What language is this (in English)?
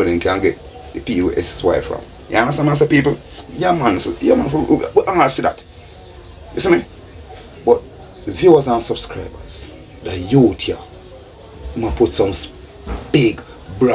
Jamaican Creole English